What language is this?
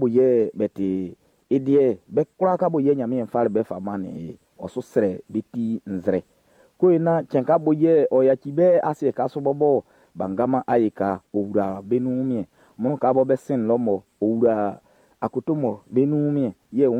Baoulé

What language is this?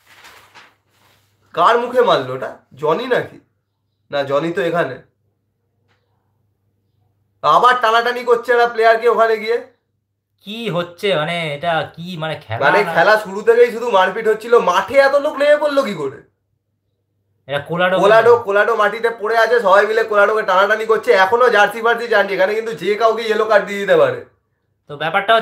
Bangla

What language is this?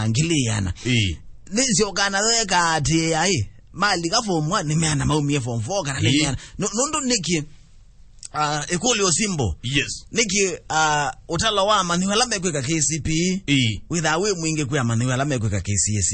Kamba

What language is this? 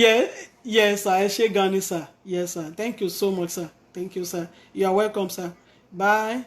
Yoruba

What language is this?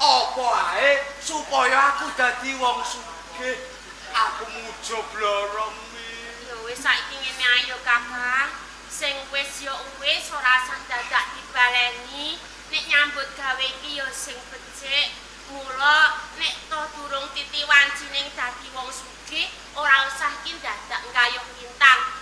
Javanese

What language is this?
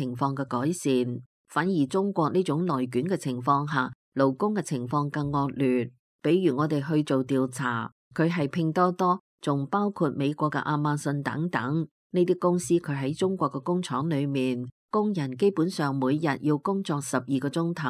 Cantonese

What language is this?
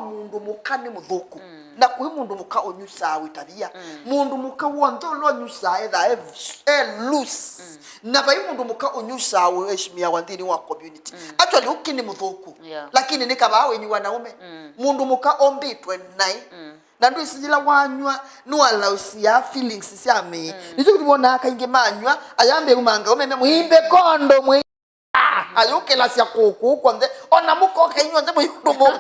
Kamba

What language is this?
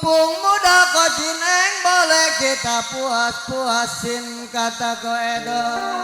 Betawi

